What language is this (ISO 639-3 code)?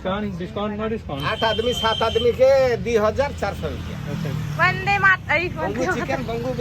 hne